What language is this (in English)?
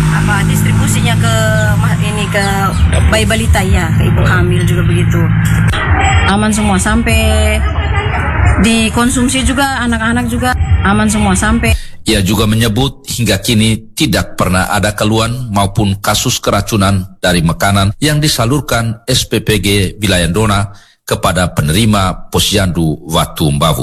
Indonesian